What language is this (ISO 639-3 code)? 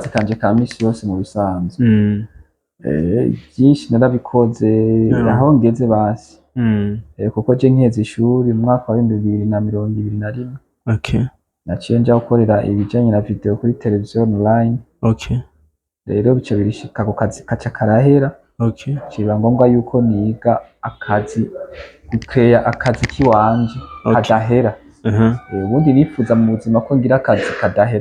run